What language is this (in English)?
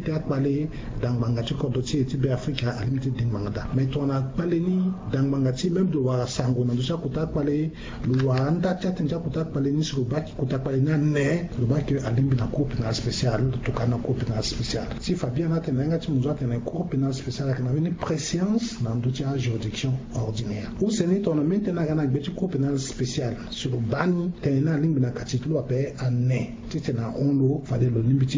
Sango